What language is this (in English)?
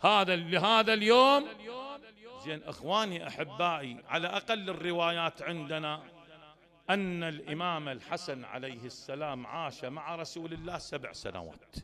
Mesopotamian Arabic